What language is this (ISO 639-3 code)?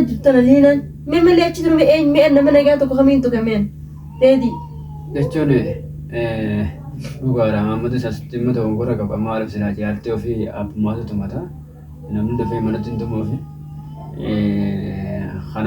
orm